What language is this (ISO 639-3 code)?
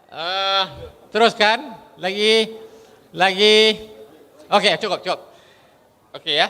bjn